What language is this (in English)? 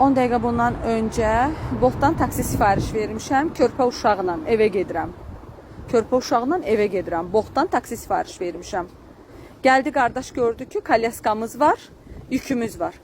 Azerbaijani